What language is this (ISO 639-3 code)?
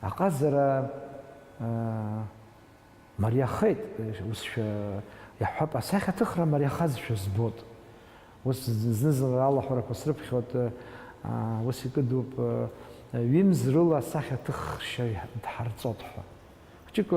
abk